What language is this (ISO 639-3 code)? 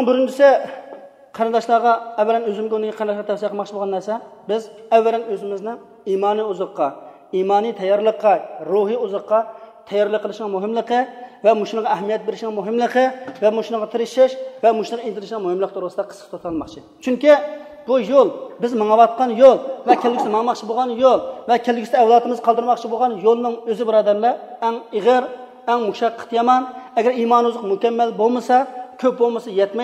uig